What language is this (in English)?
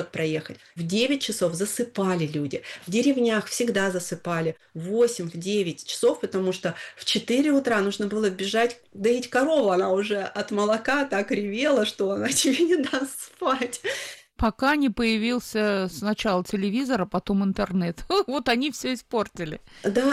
Russian